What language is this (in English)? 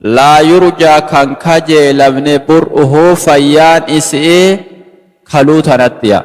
Oromo